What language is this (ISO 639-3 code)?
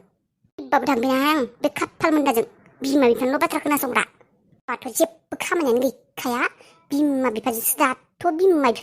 brx